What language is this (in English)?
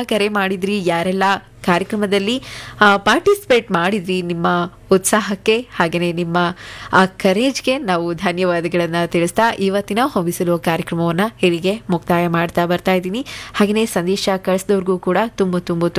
Kannada